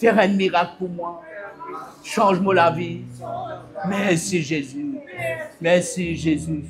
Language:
Morisyen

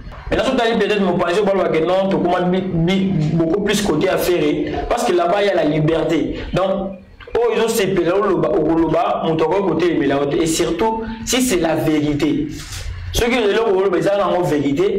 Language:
Lingala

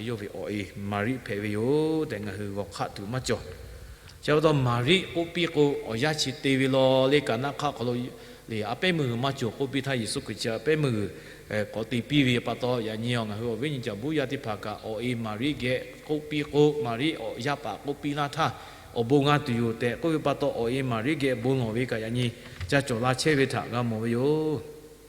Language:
Lahu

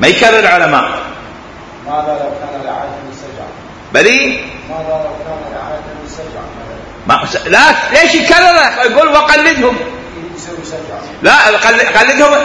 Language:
Mesopotamian Arabic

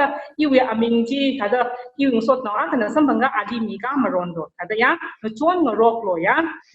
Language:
Tangkhul Naga (India)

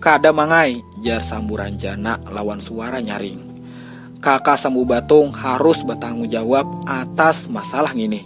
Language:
Banjar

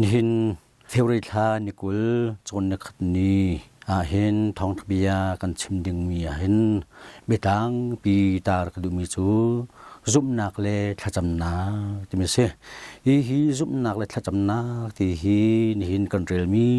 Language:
Hakha Chin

